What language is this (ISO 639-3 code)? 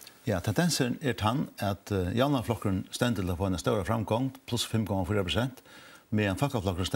fao